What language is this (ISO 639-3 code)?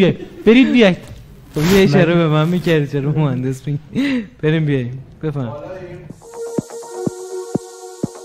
fas